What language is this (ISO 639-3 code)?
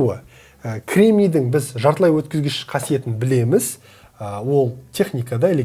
kaz